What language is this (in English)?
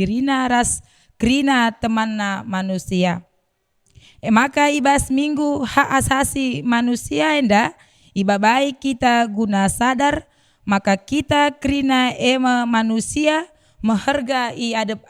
Batak Karo